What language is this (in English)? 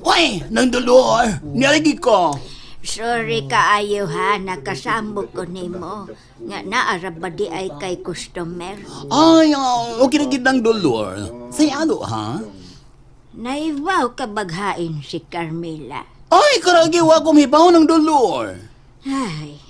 Cebuano